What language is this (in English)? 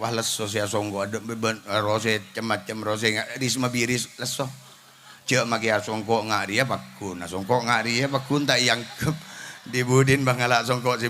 Madurese